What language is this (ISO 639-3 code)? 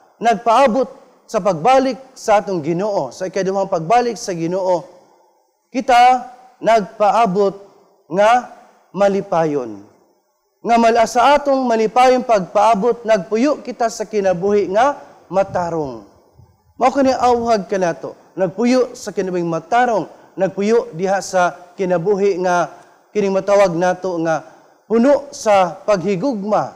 ceb